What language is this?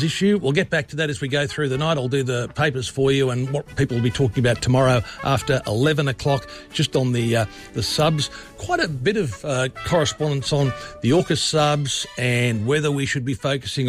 English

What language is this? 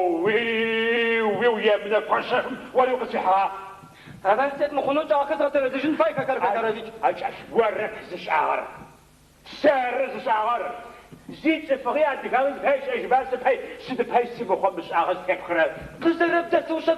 Adyghe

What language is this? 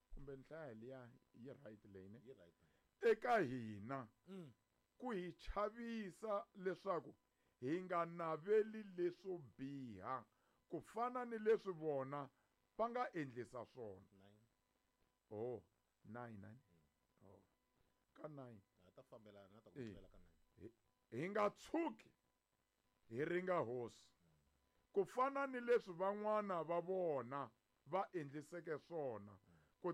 Tsonga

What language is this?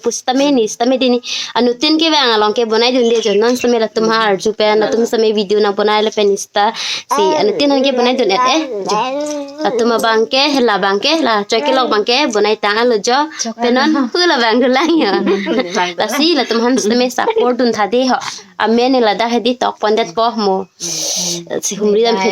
Karbi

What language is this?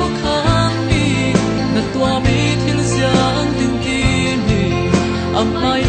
Falam Chin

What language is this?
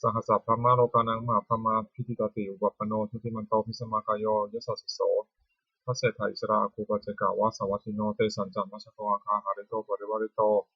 Pali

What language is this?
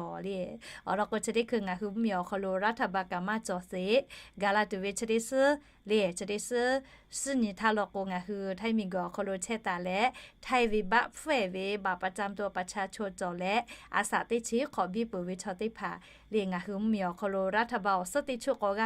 Lahu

